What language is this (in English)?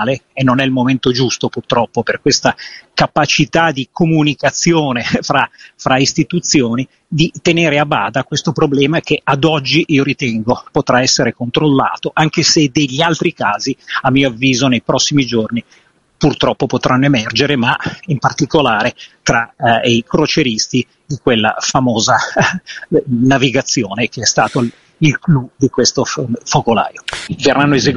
Italian